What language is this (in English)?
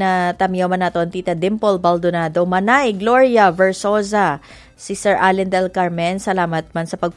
Hiligaynon